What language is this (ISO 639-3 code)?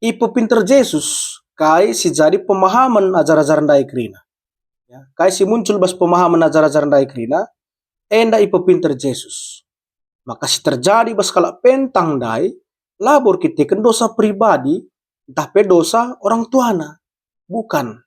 btx